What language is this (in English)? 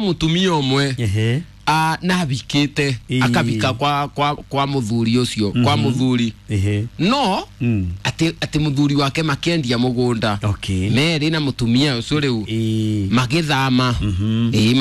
Kikuyu